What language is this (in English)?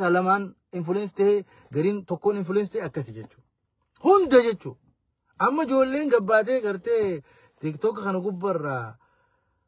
Oromo